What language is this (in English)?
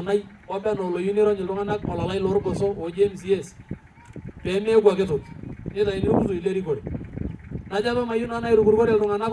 Masai